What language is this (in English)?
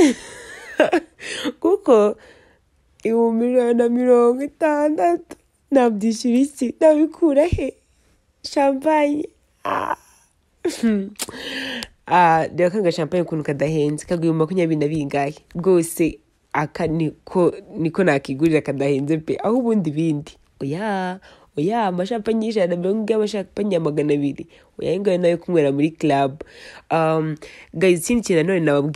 Kinyarwanda